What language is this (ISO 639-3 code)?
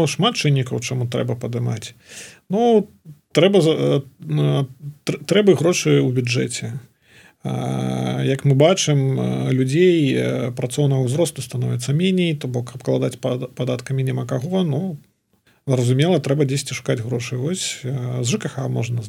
bel